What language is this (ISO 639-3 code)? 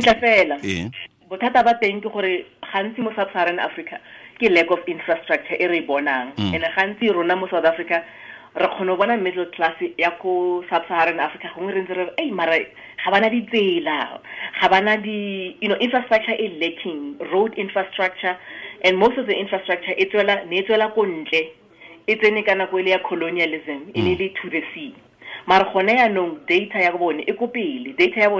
tsn